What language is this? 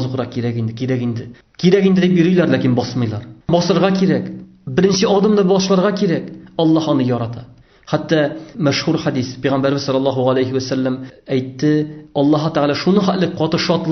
Tatar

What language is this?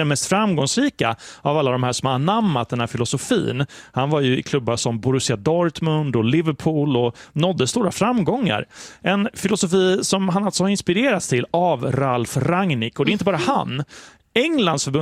Swedish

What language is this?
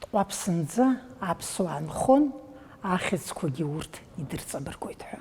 Abkhazian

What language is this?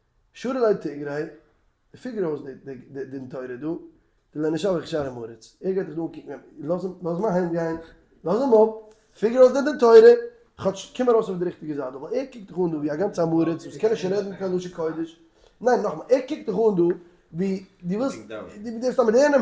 Yiddish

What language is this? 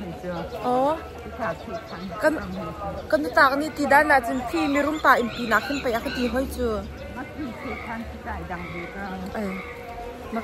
Hakha Chin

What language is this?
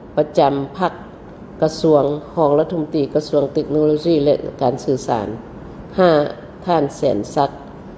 Lao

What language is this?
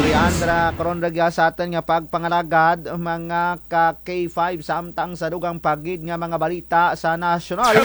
Kinaray-a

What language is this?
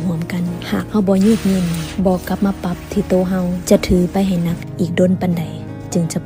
Lao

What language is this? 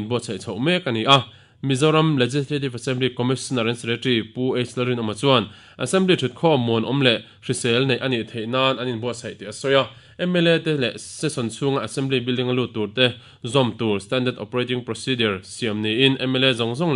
Mizo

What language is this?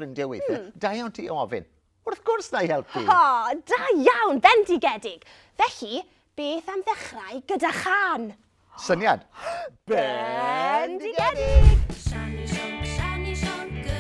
Welsh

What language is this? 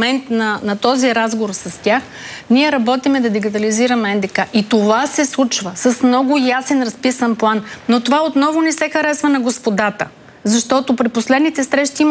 Bulgarian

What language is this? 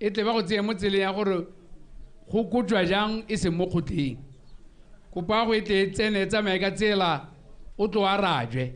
Tswana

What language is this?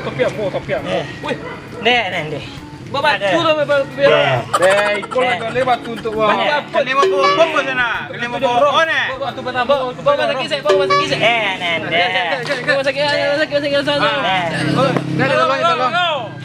Minangkabau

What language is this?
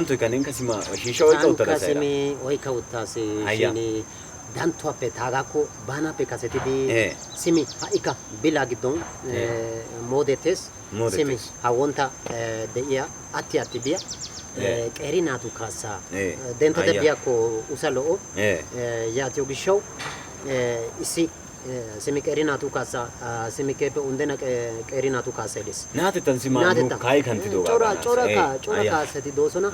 Wolaytta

